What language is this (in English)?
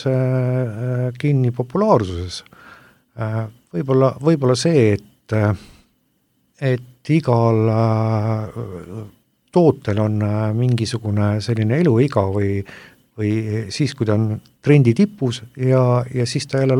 Estonian